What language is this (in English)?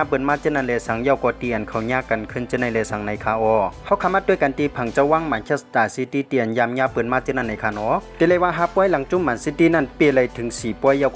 Shan